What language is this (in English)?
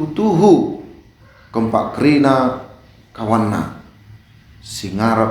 Batak Karo